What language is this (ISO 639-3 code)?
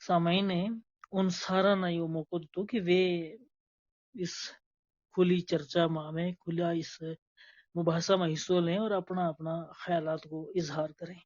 gju